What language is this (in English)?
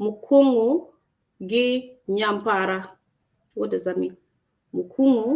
Acoli